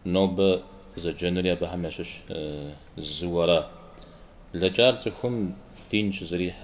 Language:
Kabardian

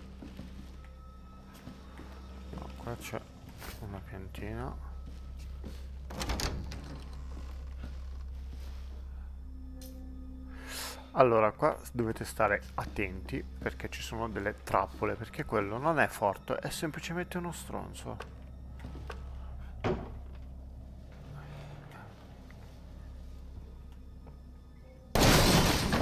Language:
Italian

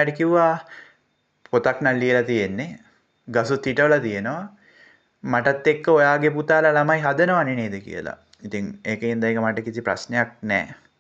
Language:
Sinhala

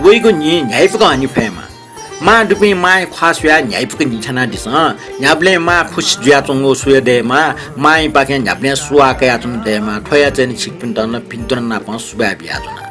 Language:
Newari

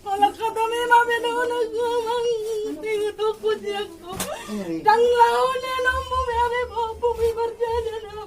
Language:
Batak Toba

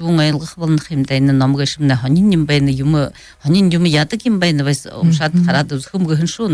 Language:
Buriat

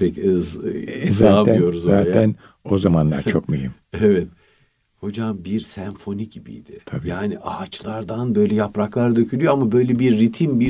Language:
Turkish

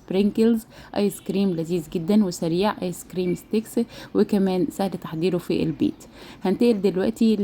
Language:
Egyptian Arabic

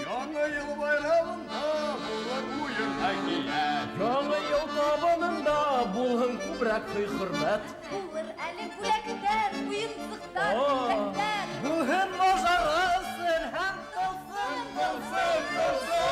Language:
Bashkir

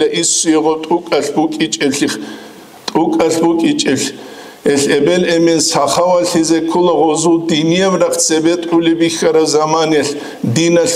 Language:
Avaric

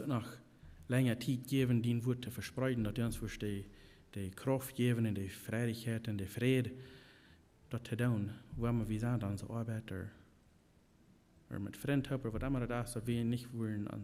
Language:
Plautdietsch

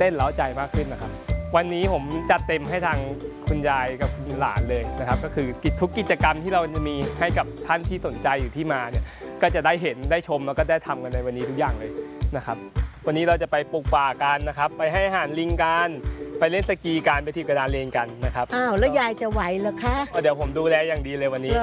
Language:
Thai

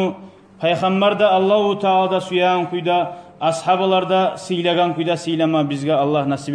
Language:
Kumyk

